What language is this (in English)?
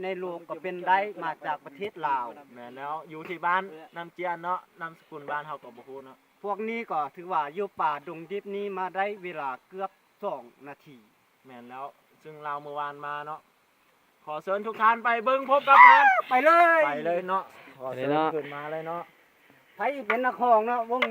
Lao